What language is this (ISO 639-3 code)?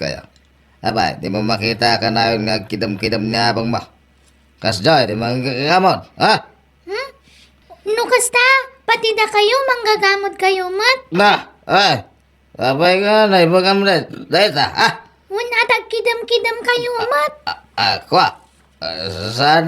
ilo